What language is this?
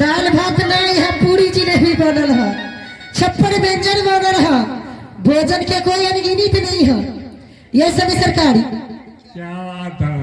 Maithili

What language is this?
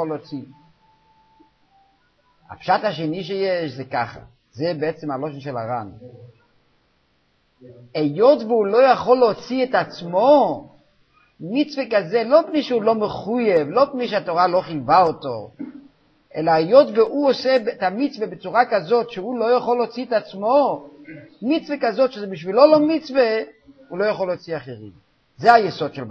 Hebrew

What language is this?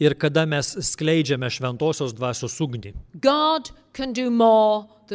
Lithuanian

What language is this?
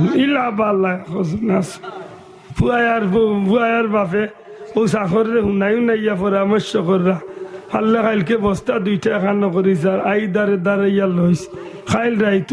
Sylheti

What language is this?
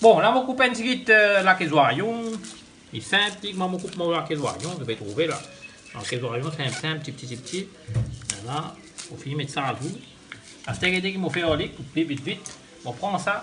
Morisyen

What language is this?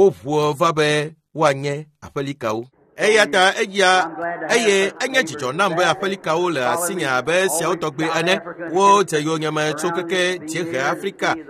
Ewe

